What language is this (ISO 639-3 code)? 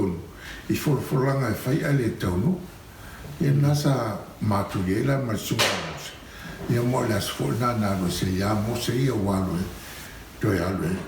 smo